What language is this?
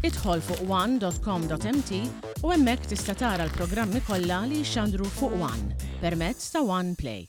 Maltese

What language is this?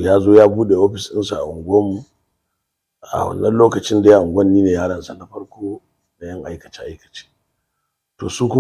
Hausa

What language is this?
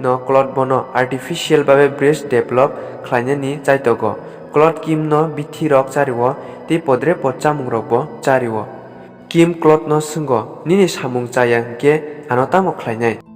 Kok Borok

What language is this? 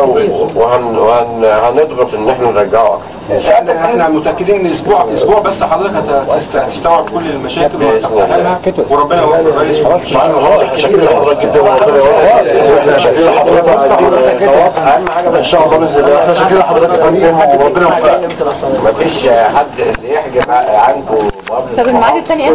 Egyptian Arabic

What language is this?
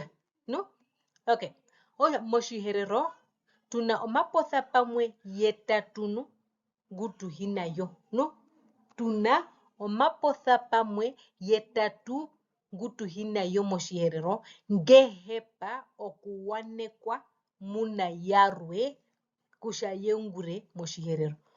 Herero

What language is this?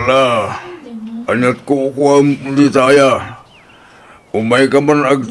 Iloko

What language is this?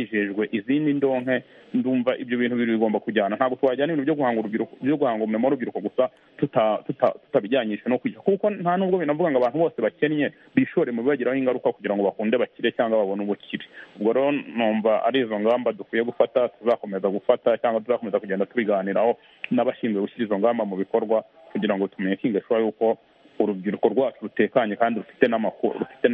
Kinyarwanda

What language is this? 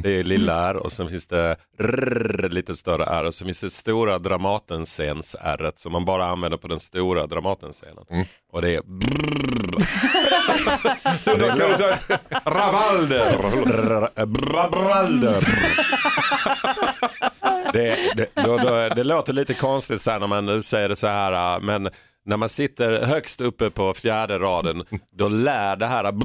Swedish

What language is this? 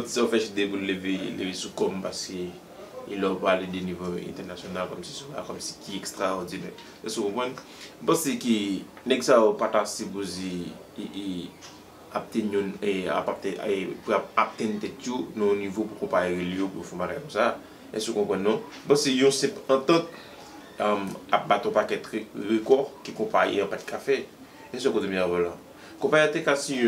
Haitian Creole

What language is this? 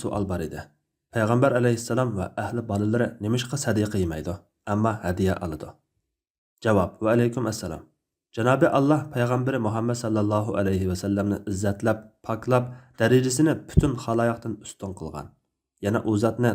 Uyghur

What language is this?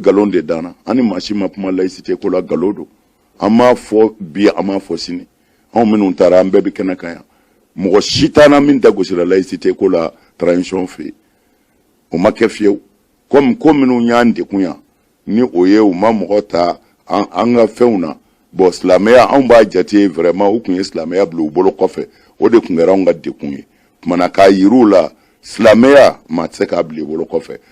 Bambara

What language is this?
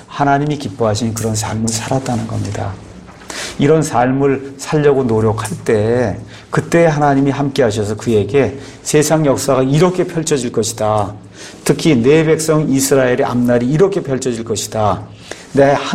Korean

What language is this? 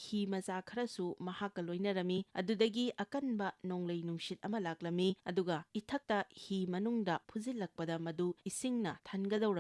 Manipuri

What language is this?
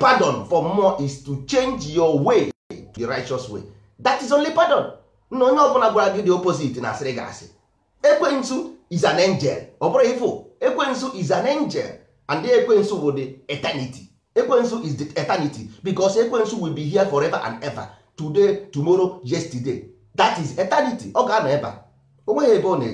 Igbo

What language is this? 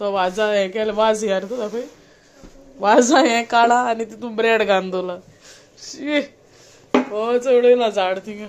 Konkani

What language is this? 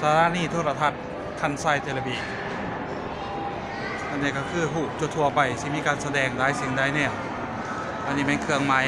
Lao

